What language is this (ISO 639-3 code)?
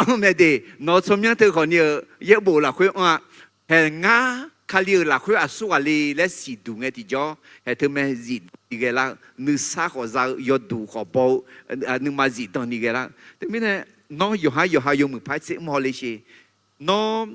ahk